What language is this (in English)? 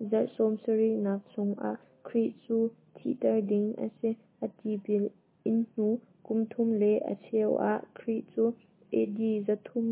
Hakha Chin